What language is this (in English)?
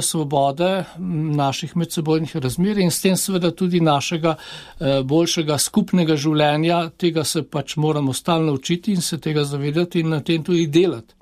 Slovenian